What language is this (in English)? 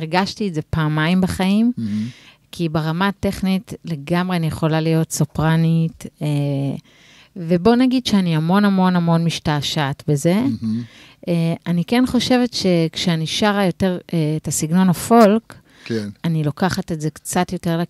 Hebrew